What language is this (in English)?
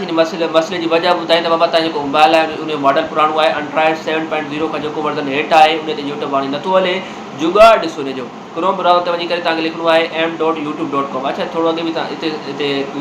Sindhi